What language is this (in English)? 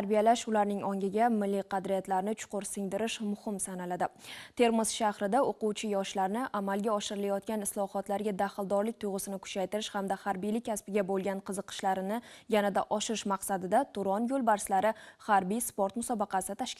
Uzbek